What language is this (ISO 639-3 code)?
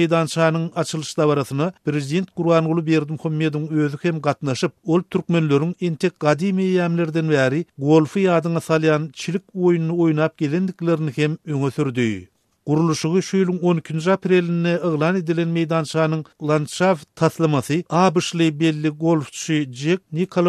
tuk